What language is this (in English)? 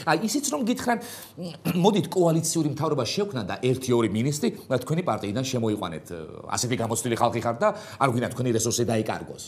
Georgian